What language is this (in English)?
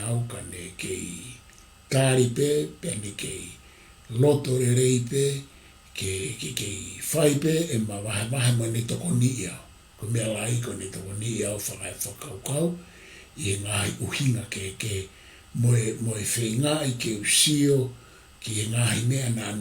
Tongan